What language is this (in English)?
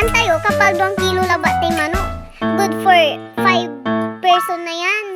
Pangasinan